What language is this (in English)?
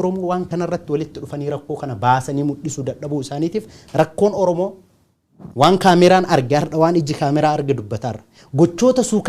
Oromo